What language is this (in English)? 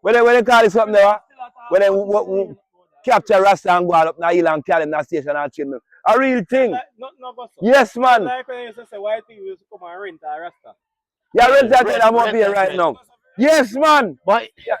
Jamaican Creole English